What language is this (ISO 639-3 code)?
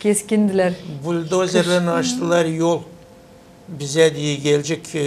gag